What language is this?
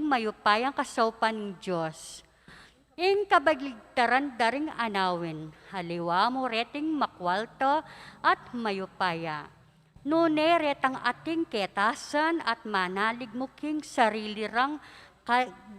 Pampanga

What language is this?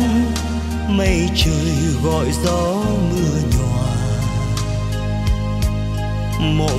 Vietnamese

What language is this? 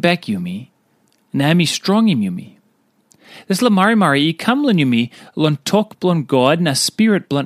Tok Pisin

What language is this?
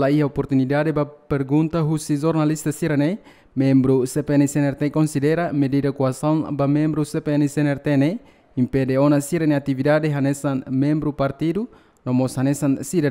Tetum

